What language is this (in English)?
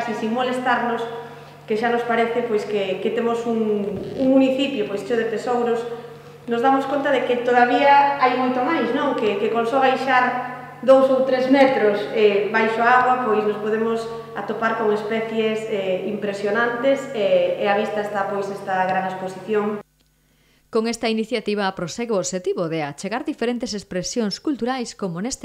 Galician